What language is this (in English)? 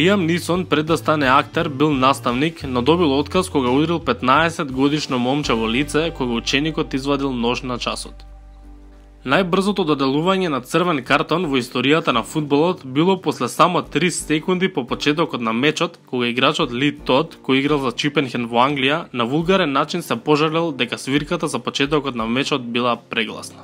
Macedonian